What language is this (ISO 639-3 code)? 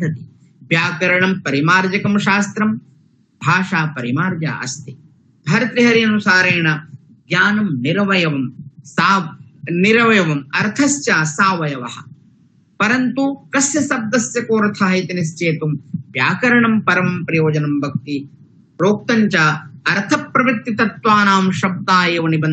san